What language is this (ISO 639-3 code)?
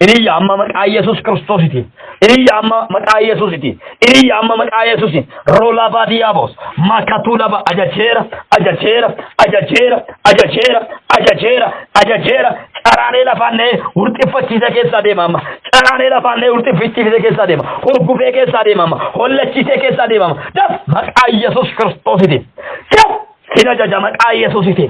orm